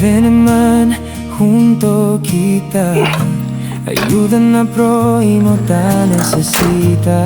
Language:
Chavacano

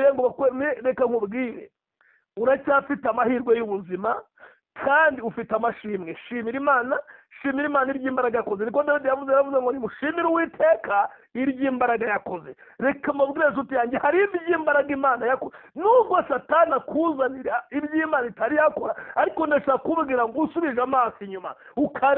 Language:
Kinyarwanda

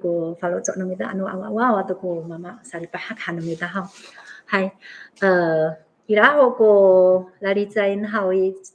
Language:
Amis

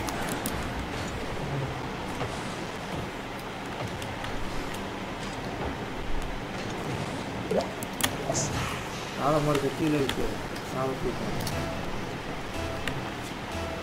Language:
Tamil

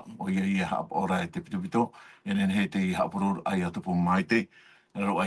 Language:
Tahitian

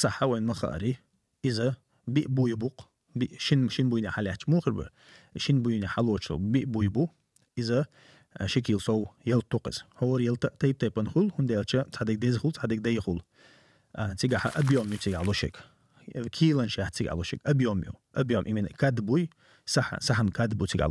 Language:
Chechen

